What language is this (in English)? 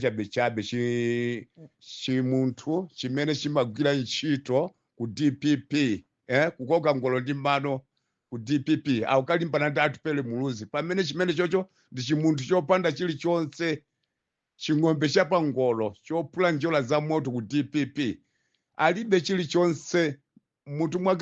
Nyanja